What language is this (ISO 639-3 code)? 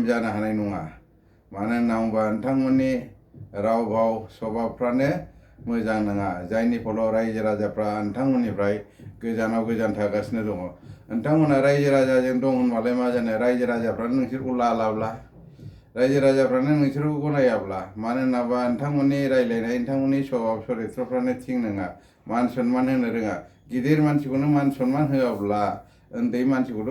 brx